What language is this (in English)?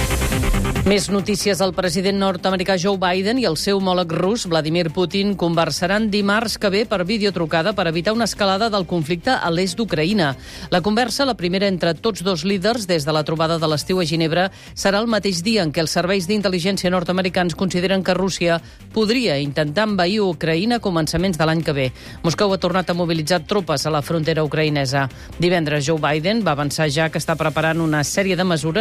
Catalan